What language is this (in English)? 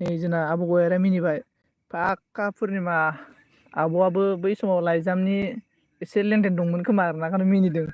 Bodo